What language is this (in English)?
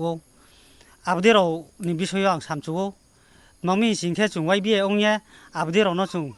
Riang (India)